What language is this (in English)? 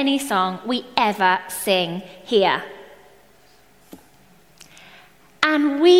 English